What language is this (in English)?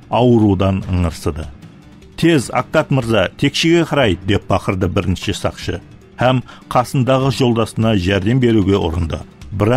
Kara-Kalpak